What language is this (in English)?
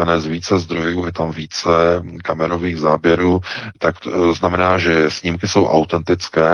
Czech